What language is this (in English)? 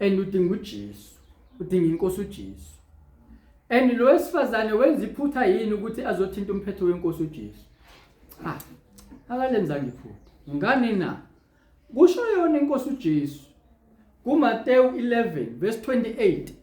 Zulu